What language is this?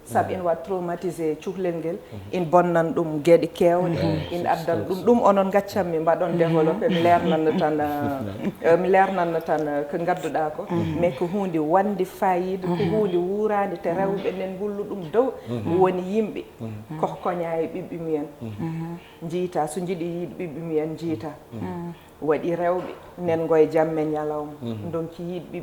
Fula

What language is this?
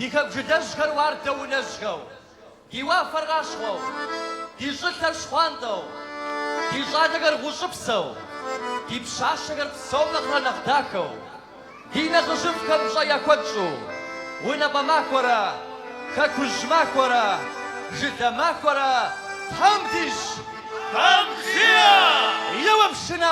Kabardian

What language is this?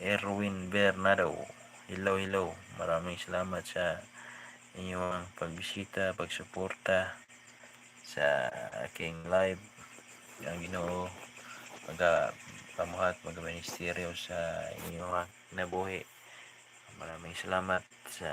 Cebuano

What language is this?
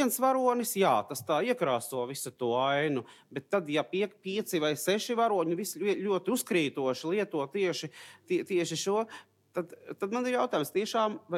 Latvian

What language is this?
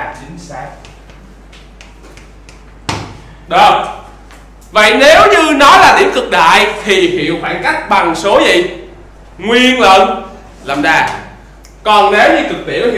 Vietnamese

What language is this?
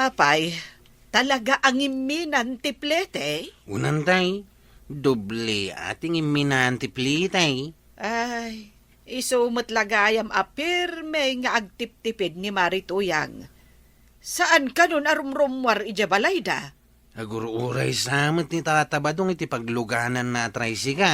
Iloko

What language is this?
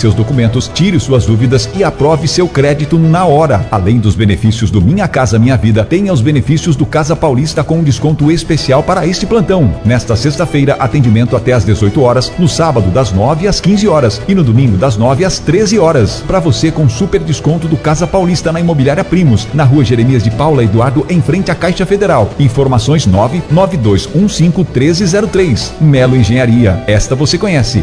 Portuguese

